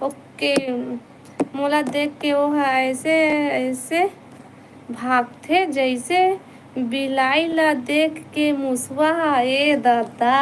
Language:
Chhattisgarhi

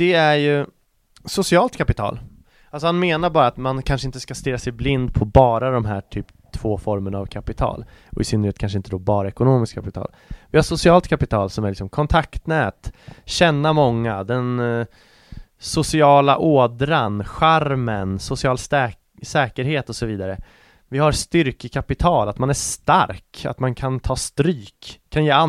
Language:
Swedish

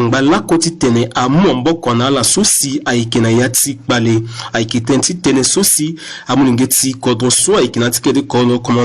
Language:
Sango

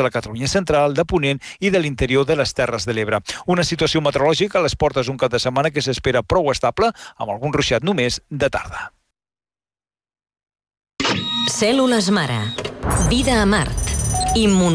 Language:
Catalan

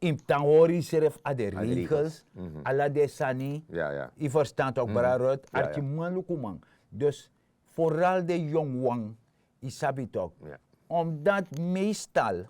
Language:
Sranan Tongo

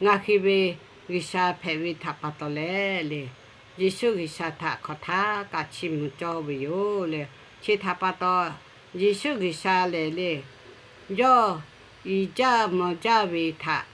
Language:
Lahu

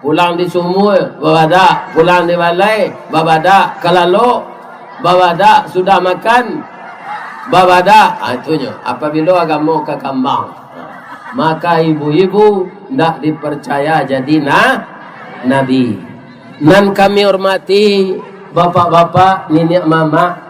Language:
Minangkabau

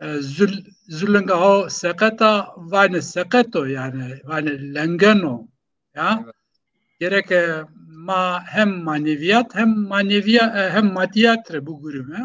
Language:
Zaza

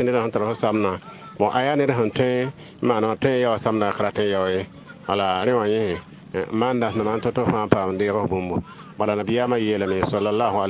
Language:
Mossi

